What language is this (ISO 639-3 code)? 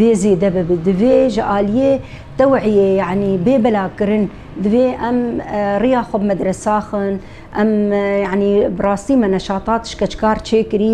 kur